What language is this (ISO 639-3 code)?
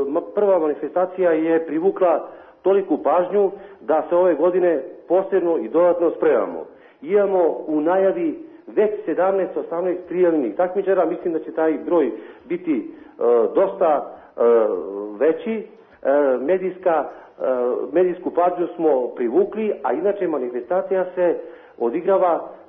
srp